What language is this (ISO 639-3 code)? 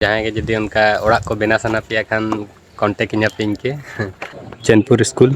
sat